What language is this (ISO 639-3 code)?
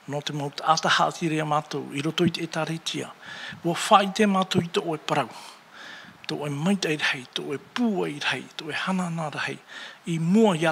tah